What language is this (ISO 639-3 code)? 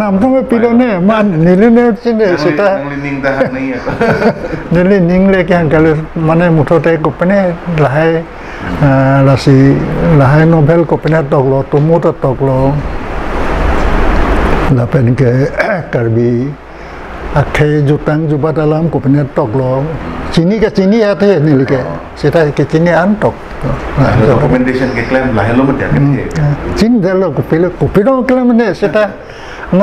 mjw